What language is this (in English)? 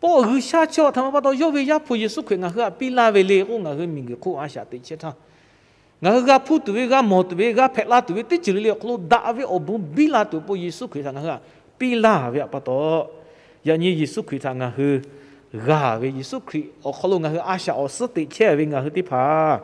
Lahu